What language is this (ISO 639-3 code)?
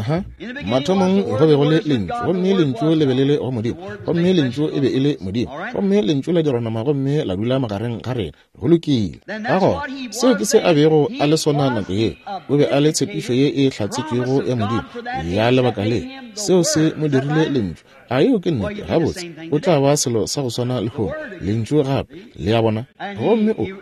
nso